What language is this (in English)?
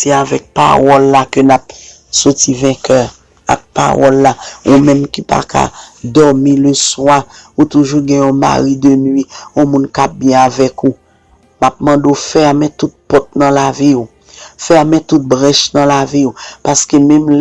Haitian Creole